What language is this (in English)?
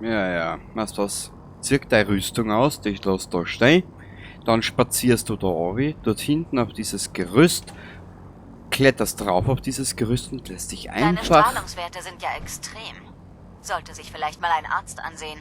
Bavarian